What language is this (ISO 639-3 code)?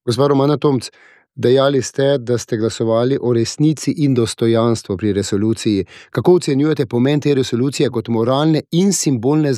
slv